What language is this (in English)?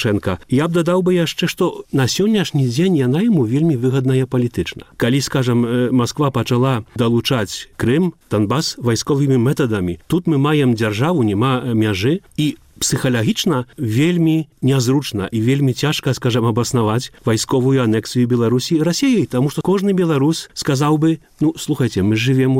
Belarusian